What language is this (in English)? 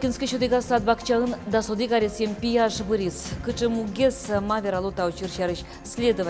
Udmurt